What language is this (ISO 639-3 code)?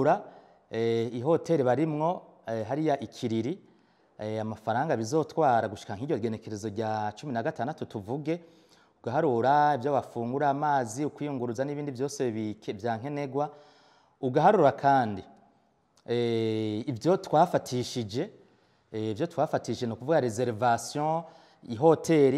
run